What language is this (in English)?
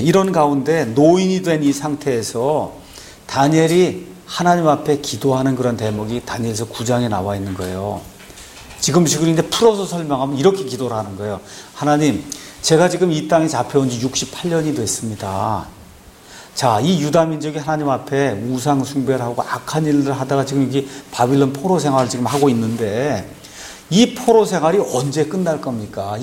Korean